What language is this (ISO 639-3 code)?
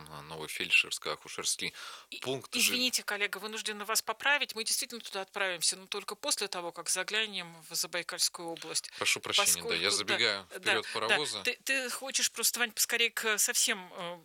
rus